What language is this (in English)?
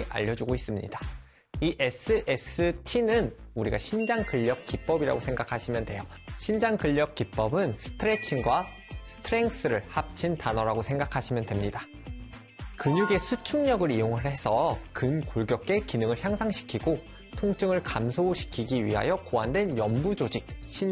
Korean